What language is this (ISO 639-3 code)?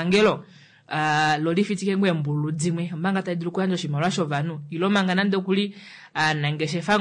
kua